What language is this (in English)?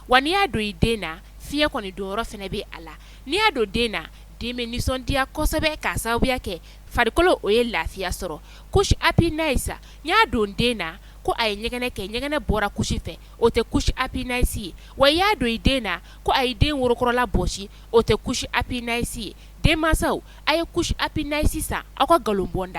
Bambara